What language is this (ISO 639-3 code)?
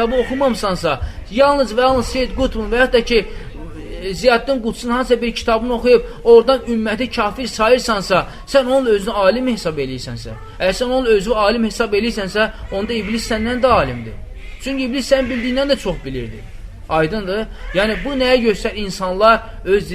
aze